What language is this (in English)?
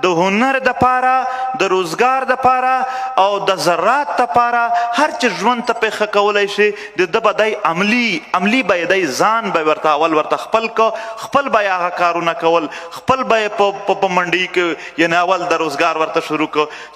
Pashto